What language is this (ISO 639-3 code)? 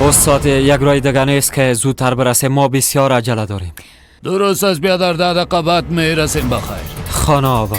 fas